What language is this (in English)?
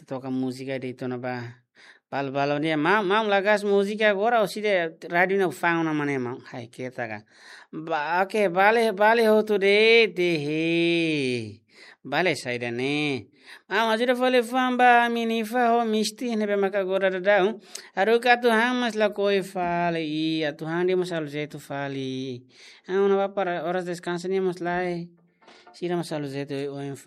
Tetum